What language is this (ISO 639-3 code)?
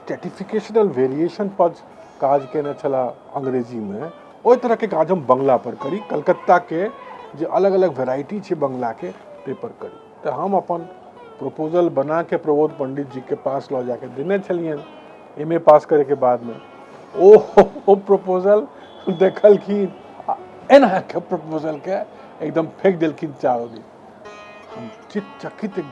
mai